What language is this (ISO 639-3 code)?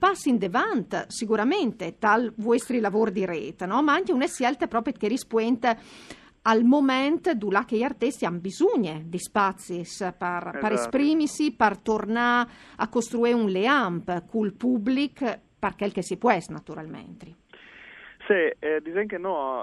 fur